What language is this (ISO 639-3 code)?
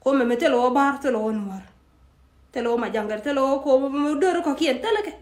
nus